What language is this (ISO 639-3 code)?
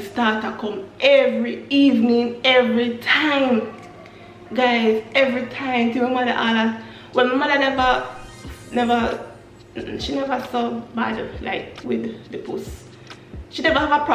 jam